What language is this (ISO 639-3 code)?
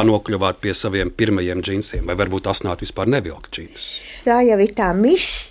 lav